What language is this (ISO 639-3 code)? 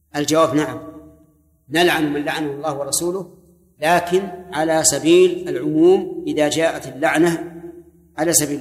ara